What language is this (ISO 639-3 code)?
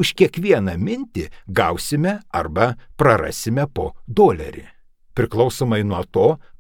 lit